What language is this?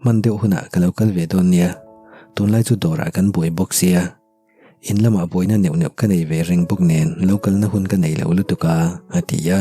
Mizo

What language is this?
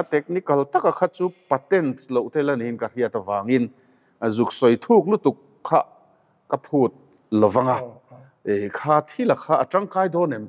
Mizo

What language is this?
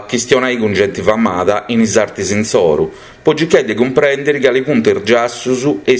Sardinian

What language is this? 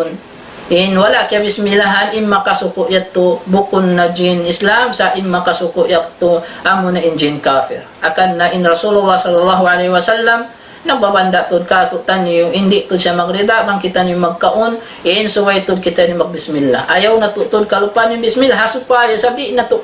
Tausug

